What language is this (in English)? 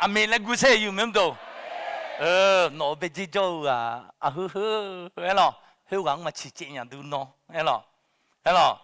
Akha